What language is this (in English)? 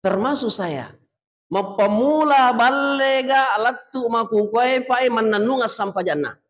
Buginese